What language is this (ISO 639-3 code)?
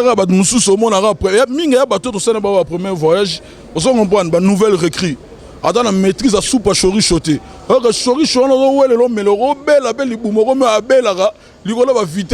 lin